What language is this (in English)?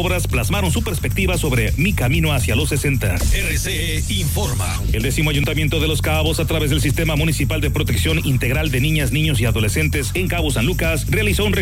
Spanish